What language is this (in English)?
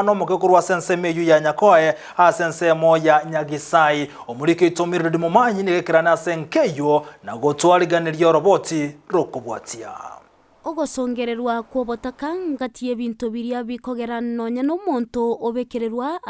Gusii